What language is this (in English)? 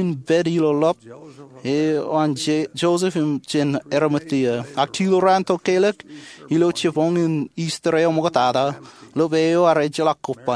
Marshallese